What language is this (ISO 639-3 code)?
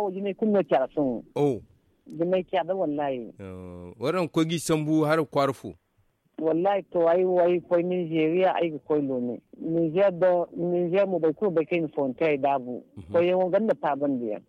dje